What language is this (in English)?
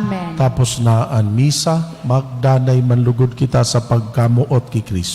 Bikol